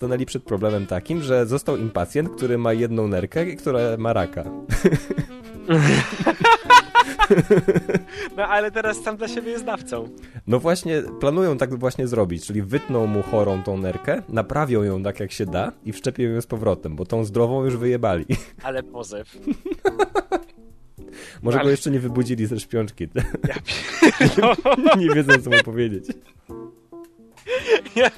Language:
Polish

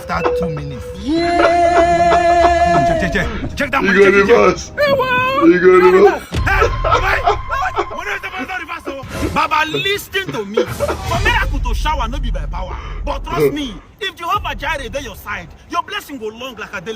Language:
Nigerian Pidgin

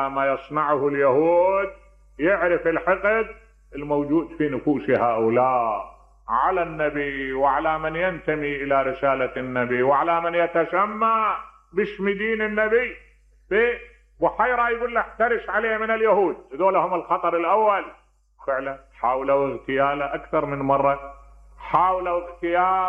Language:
Mesopotamian Arabic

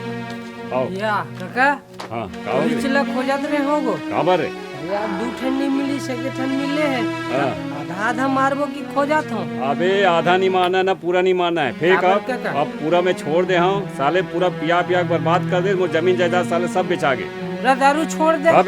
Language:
Chhattisgarhi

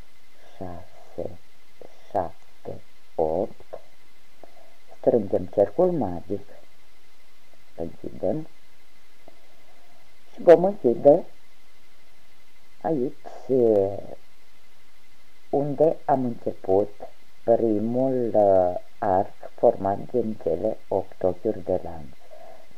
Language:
Romanian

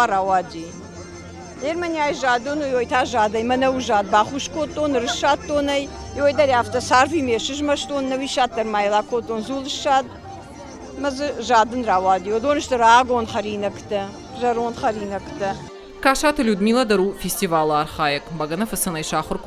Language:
Ossetic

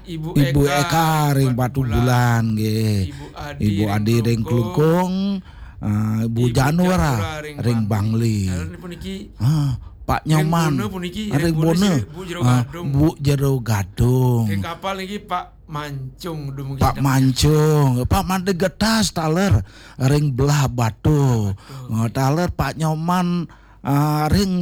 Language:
Balinese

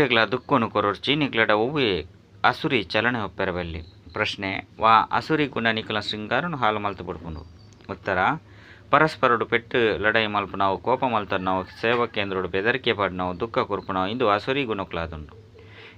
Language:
Tulu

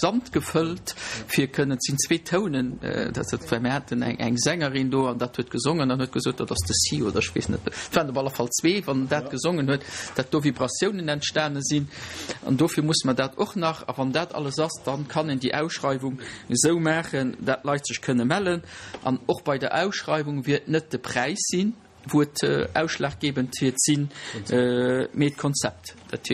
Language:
Luxembourgish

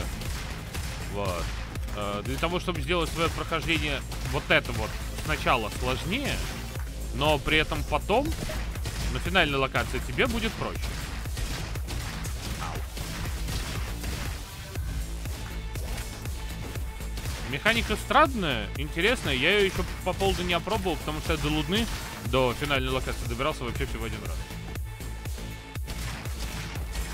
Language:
Russian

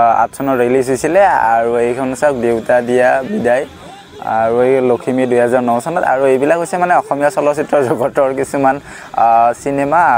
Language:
Assamese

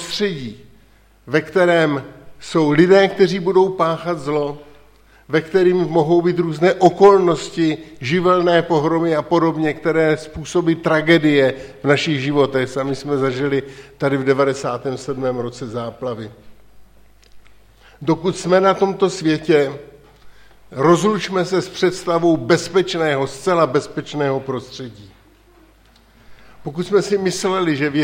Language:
Czech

